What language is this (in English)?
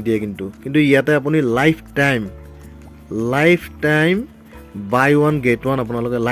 Assamese